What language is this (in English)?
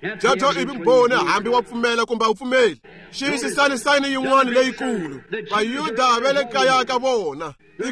Tsonga